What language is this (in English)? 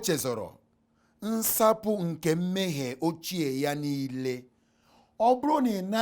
Igbo